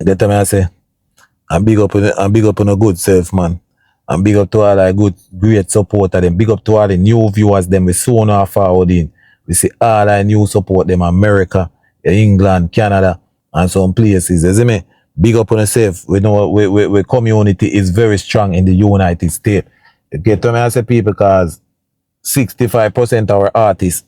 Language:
Jamaican Creole English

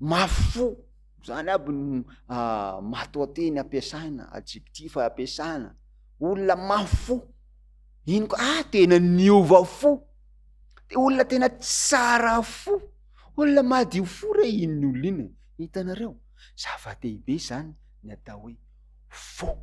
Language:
Malagasy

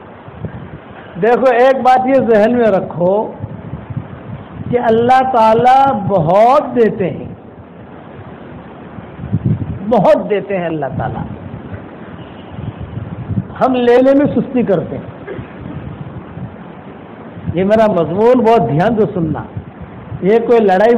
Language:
Urdu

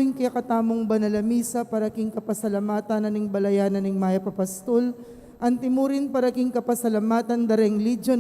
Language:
Pampanga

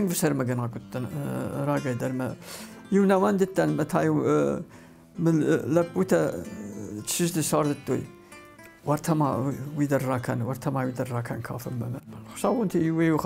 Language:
Ossetic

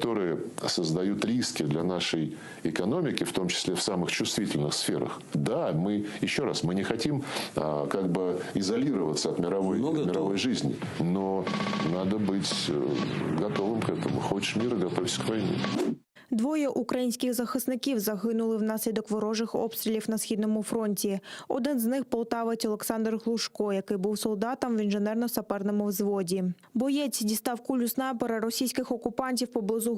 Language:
Crimean Tatar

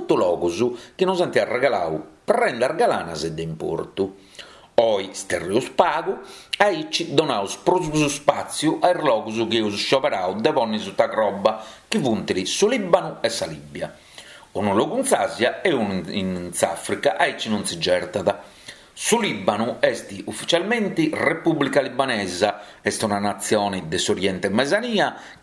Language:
Sardinian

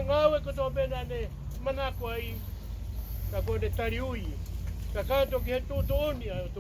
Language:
Tongan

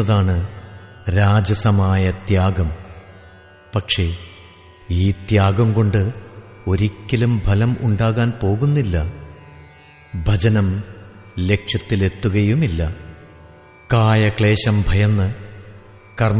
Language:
Malayalam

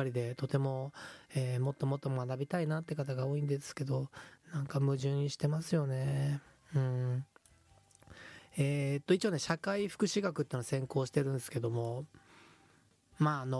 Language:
Japanese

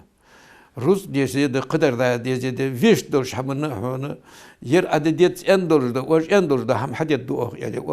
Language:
Ingush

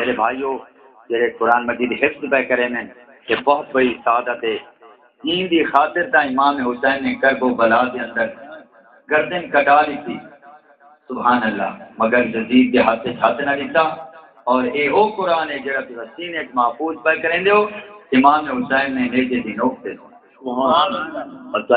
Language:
Saraiki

